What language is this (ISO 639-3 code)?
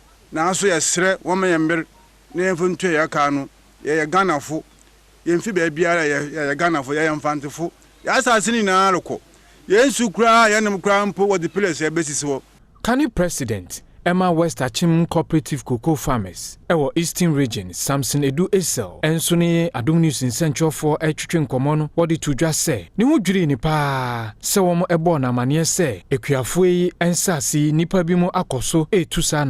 aka